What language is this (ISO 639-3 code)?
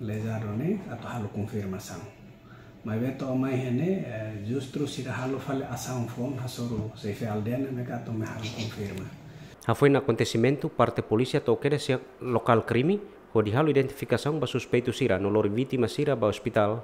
tet